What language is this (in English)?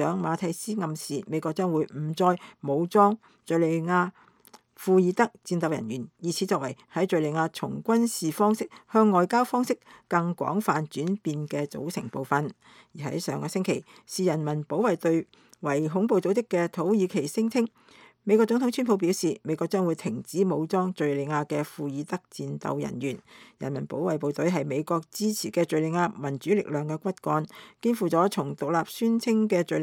Cantonese